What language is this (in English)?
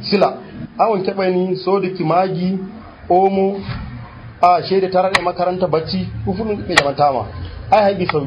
Nigerian Fulfulde